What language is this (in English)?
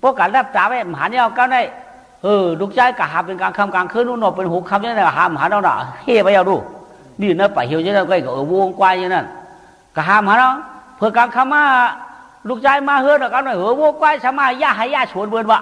Shan